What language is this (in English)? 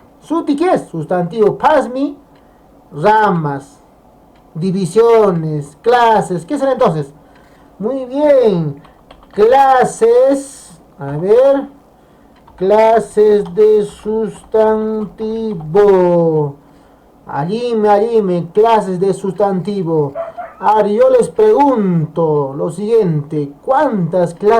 Quechua